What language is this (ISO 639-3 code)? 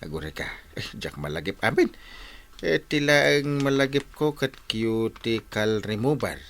ilo